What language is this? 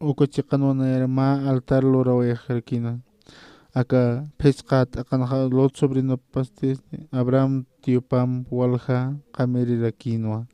Aymara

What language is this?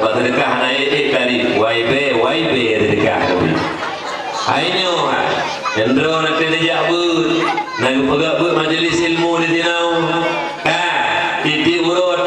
Achinese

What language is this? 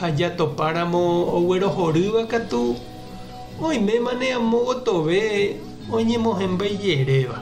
Guarani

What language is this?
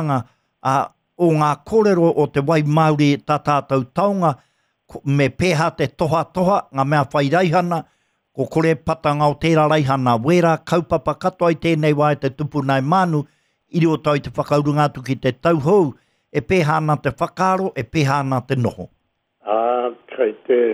Māori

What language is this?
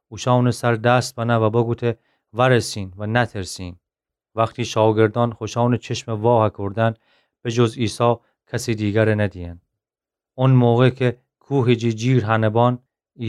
Gilaki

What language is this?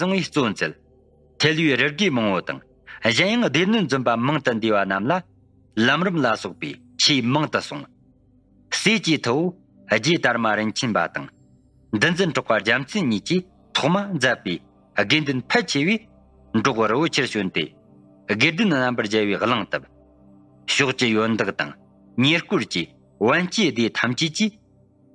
Tibetan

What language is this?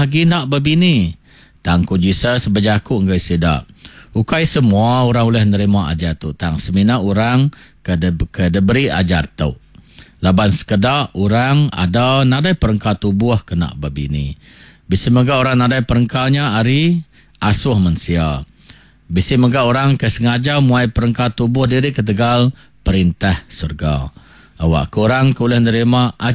Iban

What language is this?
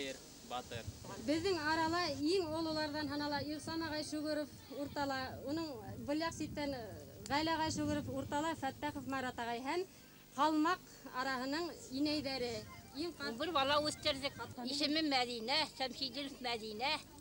Bashkir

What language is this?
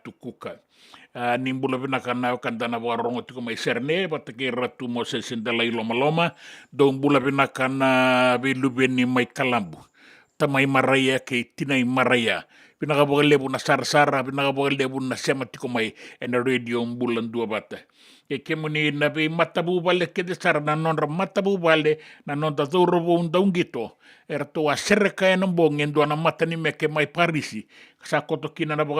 Fijian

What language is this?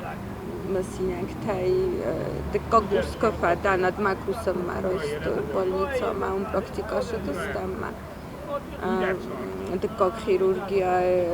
Ossetic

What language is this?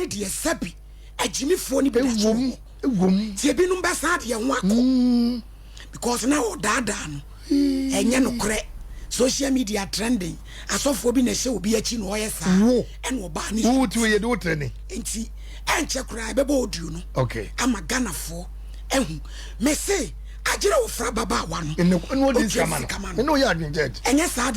Akan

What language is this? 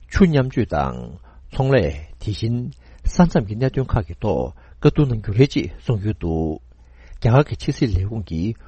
Tibetan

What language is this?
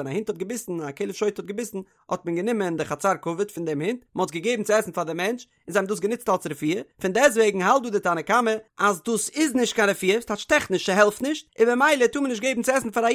Yiddish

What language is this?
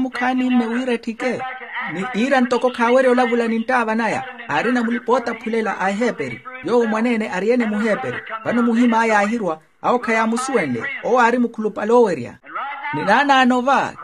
Makhuwa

